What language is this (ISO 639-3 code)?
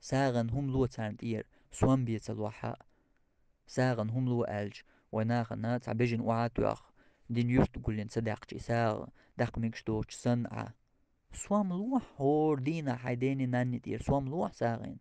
che